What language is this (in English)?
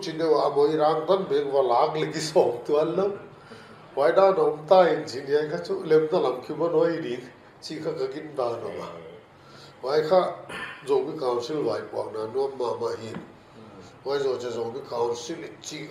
Paite Chin